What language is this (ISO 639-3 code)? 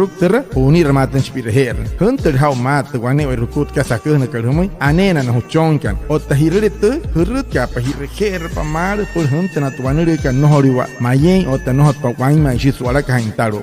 guc